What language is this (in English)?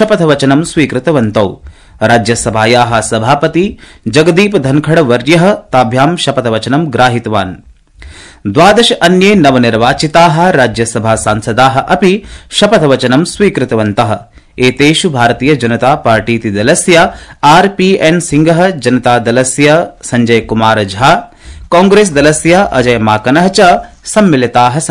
Sanskrit